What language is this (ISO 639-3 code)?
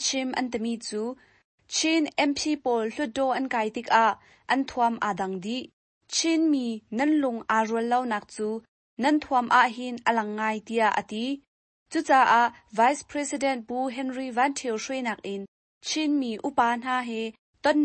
cnh